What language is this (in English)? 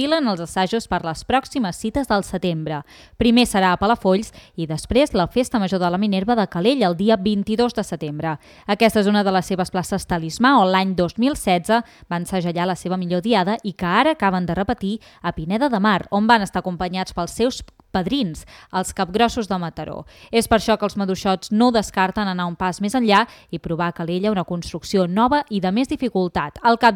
Catalan